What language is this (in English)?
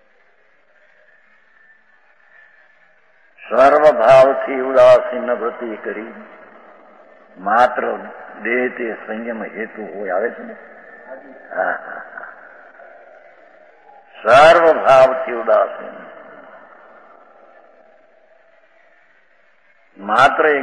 Gujarati